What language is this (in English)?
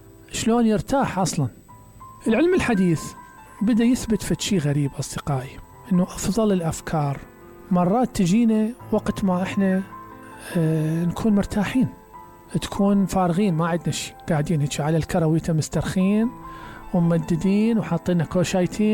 Mesopotamian Arabic